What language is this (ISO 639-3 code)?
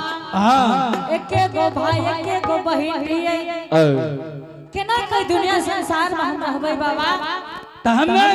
anp